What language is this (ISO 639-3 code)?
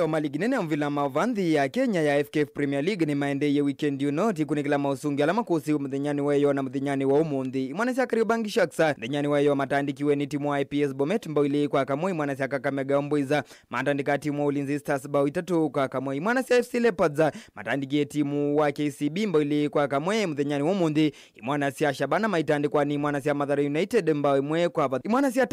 kam